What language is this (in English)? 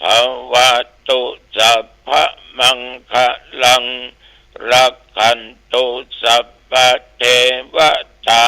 Pali